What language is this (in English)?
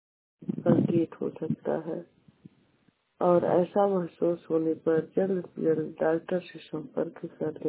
Hindi